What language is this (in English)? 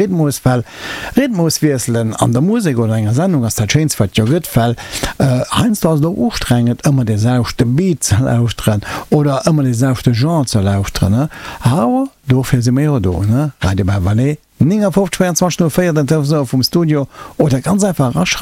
Luxembourgish